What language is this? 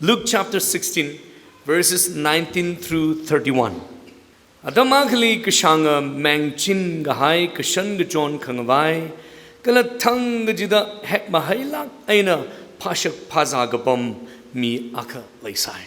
Tangkhul Naga (India)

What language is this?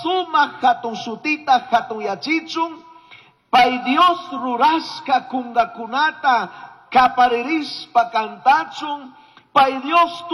Chimborazo Highland Quichua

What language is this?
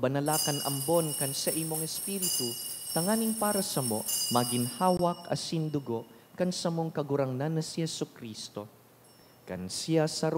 Bikol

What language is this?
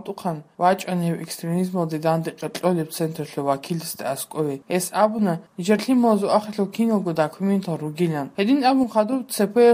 Avaric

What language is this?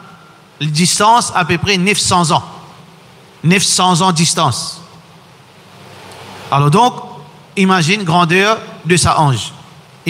French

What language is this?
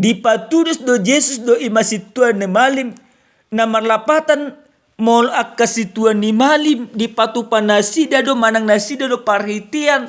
Batak Toba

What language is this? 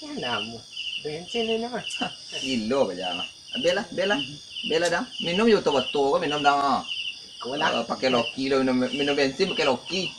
Minangkabau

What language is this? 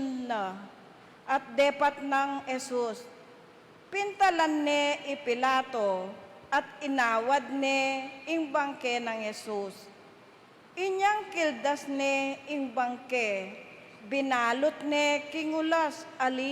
Pampanga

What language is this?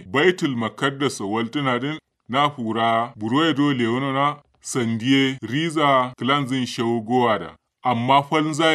Kanuri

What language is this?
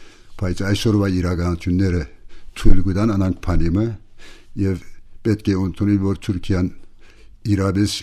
Armenian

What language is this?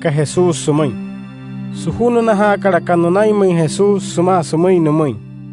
Wayuu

